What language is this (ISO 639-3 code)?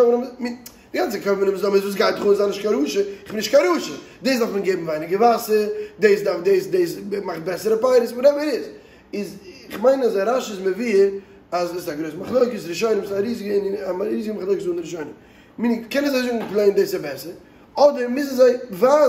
yid